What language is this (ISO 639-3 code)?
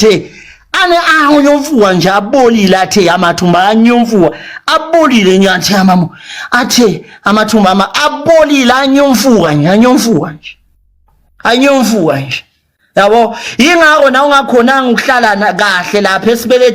zul